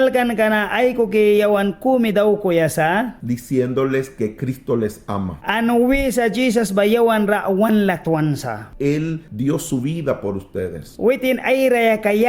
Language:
Mískito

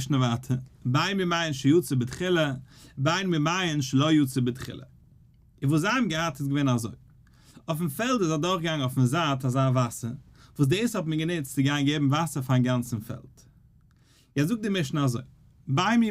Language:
Yiddish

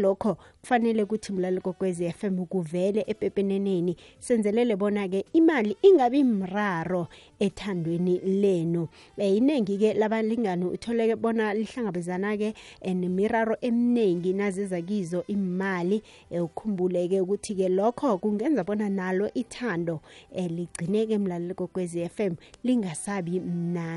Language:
South Ndebele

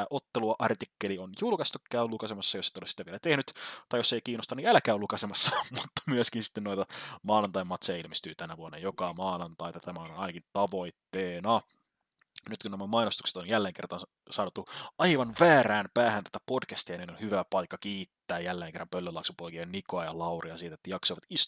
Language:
Finnish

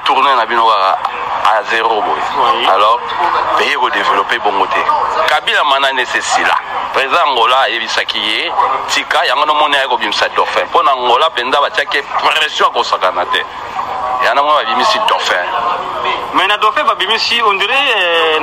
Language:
Lingala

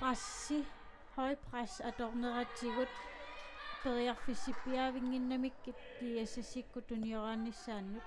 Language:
Kalaallisut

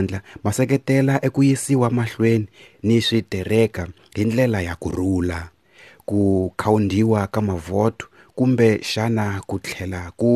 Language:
Tsonga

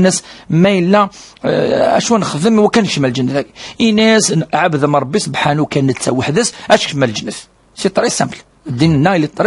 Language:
Kabyle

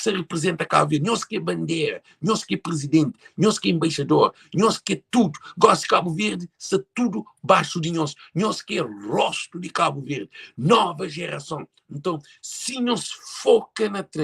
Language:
Kabuverdianu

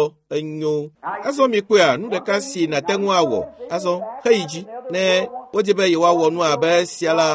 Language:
Ewe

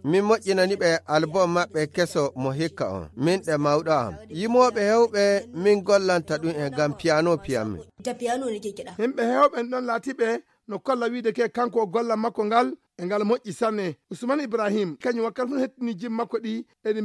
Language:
Fula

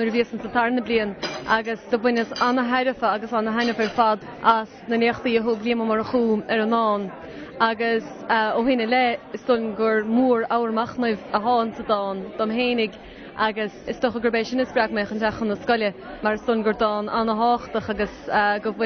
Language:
Irish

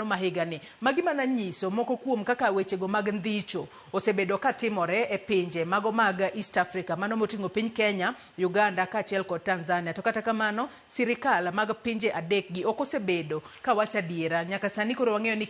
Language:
Luo (Kenya and Tanzania)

